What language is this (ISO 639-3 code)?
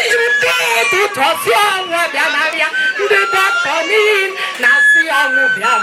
ibo